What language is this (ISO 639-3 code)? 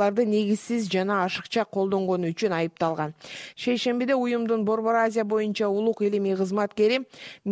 kir